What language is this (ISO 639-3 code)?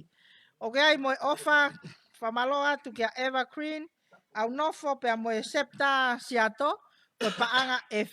ton